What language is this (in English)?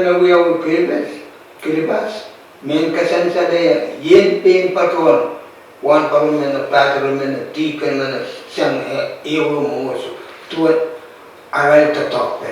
Pohnpeian